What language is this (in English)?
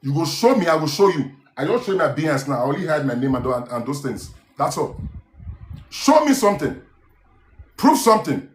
Nigerian Pidgin